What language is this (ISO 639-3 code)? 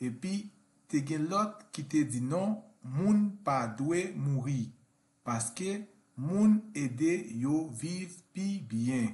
hat